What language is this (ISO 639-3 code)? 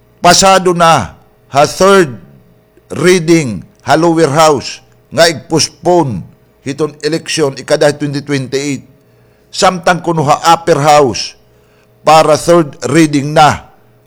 war